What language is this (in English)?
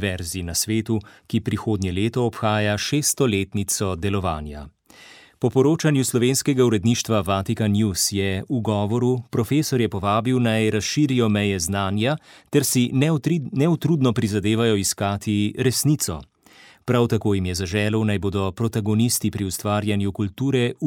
Slovenian